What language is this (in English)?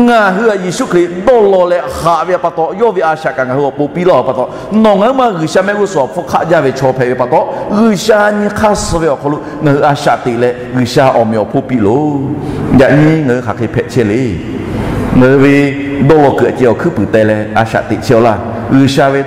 Lahu